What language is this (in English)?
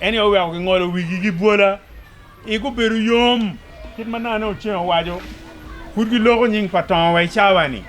Acoli